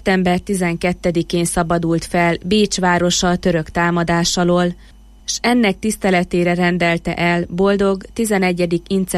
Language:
Hungarian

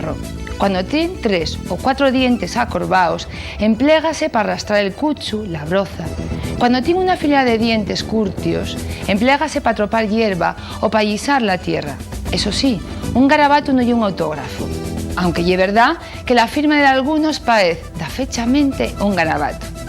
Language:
Asturian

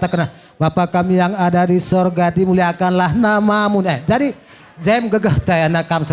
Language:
Batak Karo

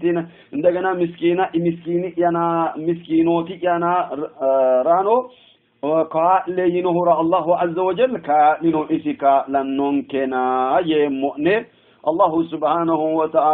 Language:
Sidamo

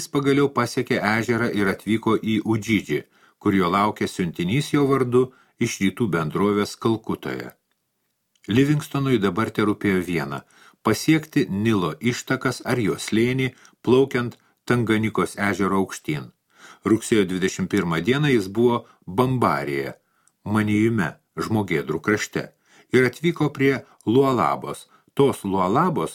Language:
Lithuanian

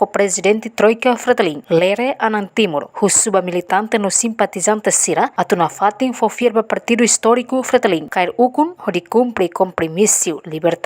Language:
Tetum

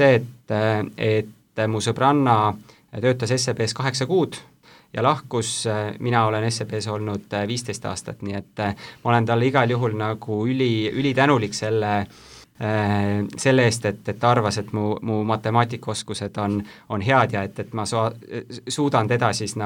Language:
Estonian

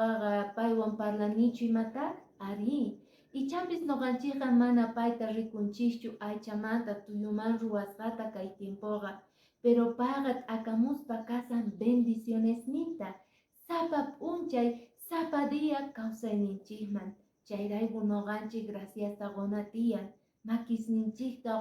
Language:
Quechua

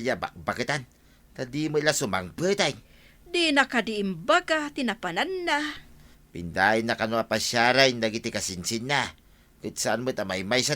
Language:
Iloko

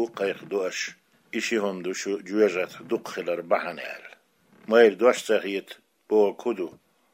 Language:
Chechen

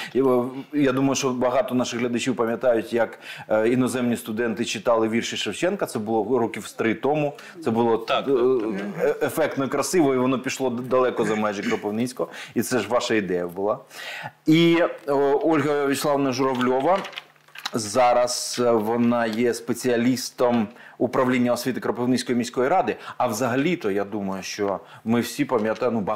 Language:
Ukrainian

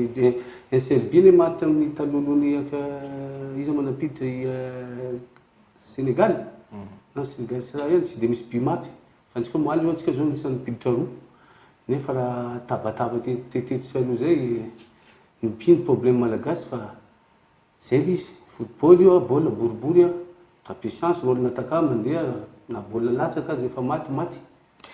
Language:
Malagasy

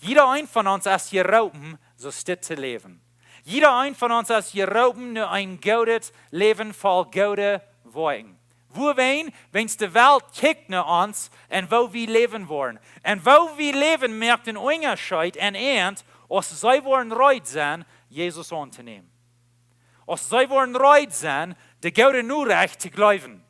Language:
Plautdietsch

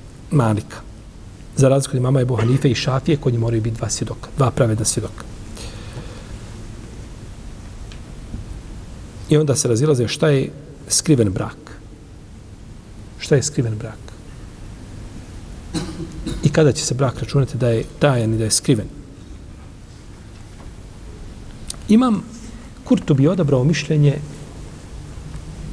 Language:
Bosnian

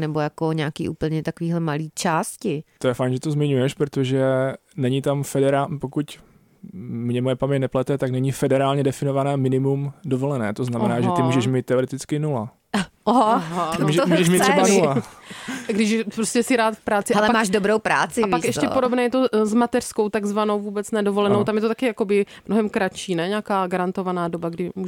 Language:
Czech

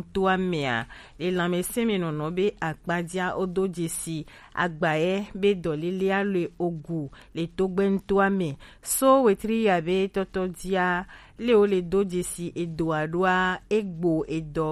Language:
Gen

